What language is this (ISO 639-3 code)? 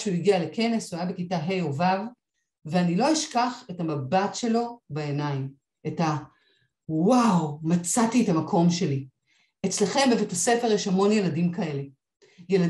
heb